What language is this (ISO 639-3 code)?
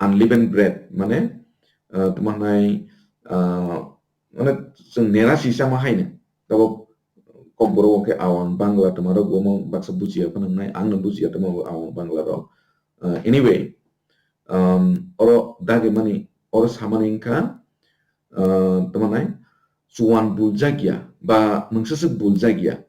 trp